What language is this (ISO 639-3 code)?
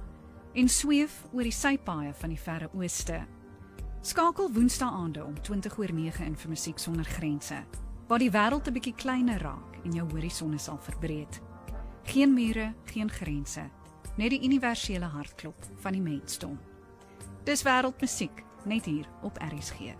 afr